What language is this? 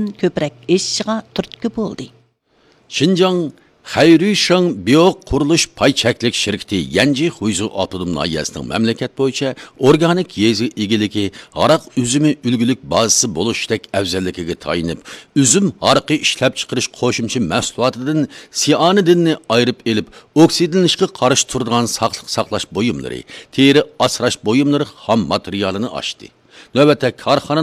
Uyghur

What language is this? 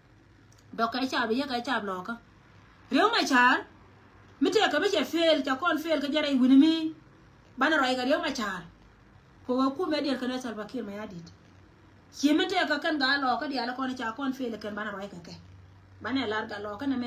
Nuer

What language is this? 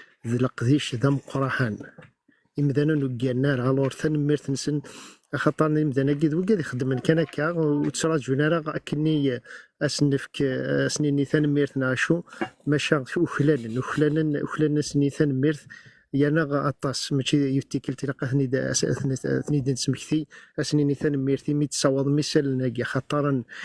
Kabyle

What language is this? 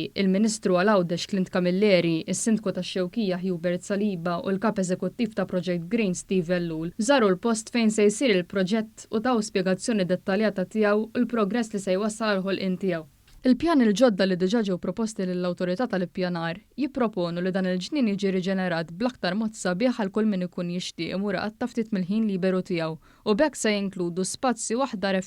Maltese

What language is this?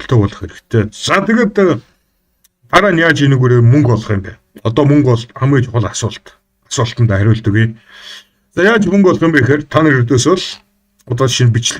Mongolian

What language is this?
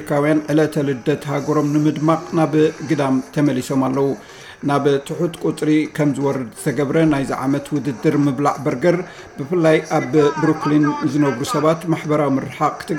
Tigrinya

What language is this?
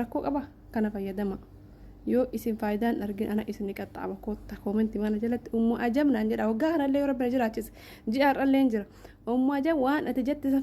Oromo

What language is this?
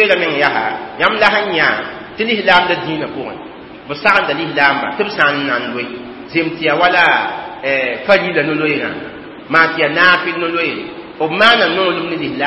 Mossi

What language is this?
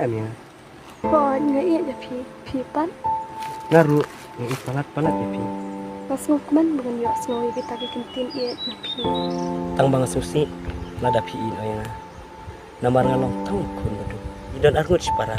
Khasi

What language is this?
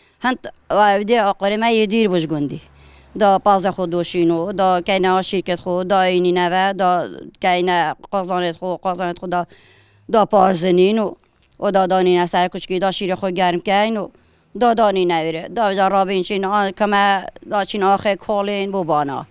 Kurdish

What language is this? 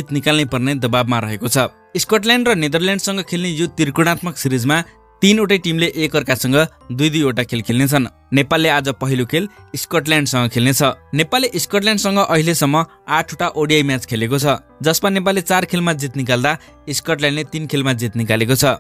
Nepali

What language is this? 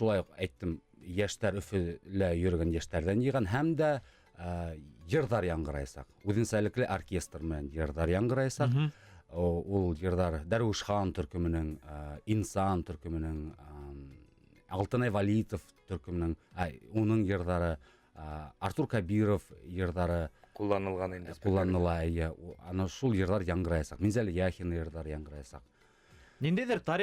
Bashkir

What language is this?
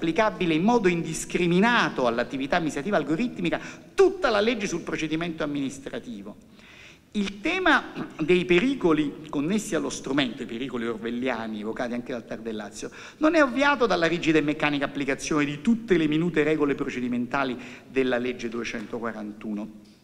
Italian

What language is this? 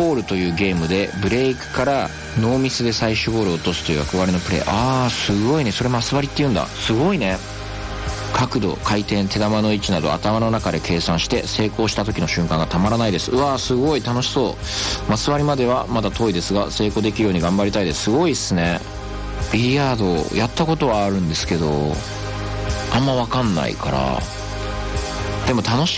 Japanese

